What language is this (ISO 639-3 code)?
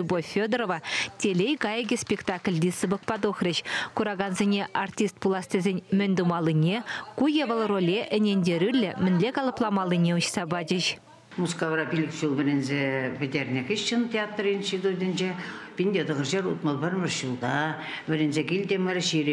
chv